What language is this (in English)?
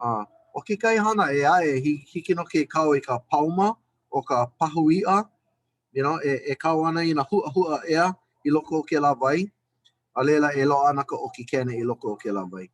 Hawaiian